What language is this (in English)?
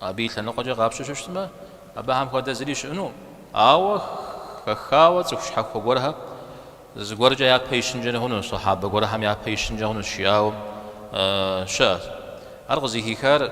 Kabardian